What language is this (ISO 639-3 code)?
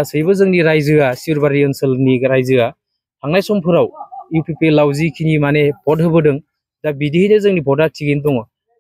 brx